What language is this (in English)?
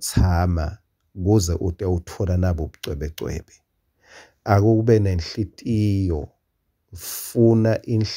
Swati